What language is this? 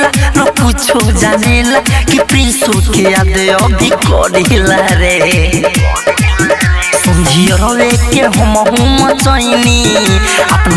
Bhojpuri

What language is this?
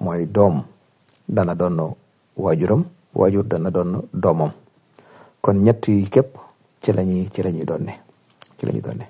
Wolof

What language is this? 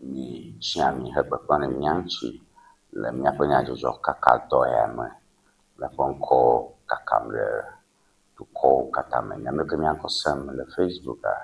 Ewe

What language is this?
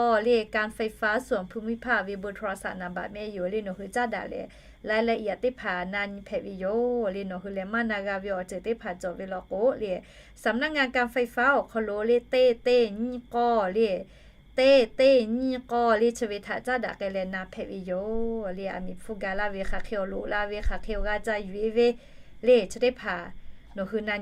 Lahu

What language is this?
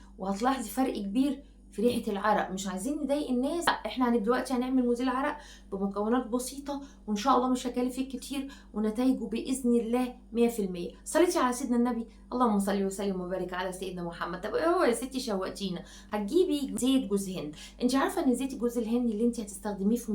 Egyptian Arabic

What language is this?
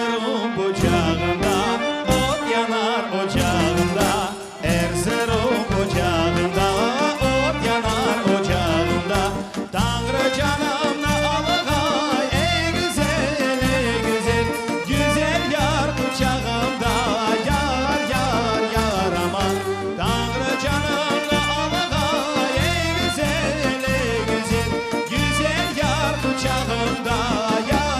Crimean Tatar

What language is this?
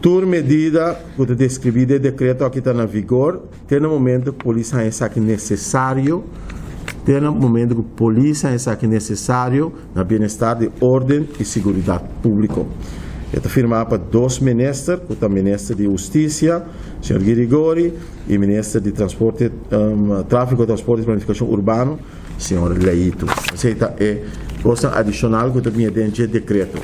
Papiamento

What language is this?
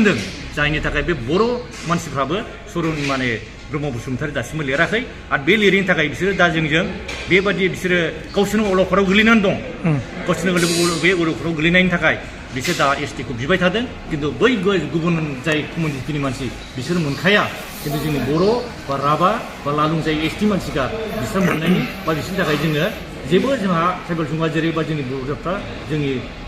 Bodo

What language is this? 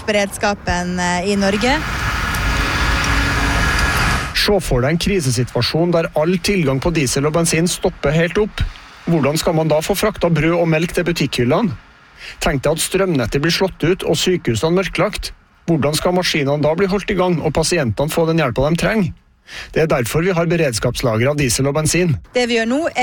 Norwegian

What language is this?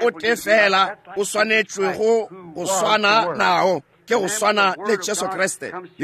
Northern Sotho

